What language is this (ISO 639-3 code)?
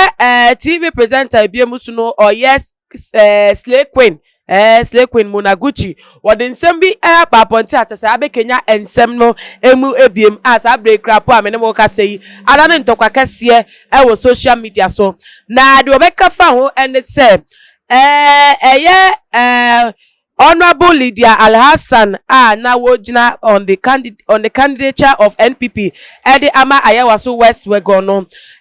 aka